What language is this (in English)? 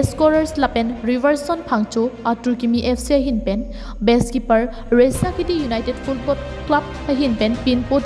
Karbi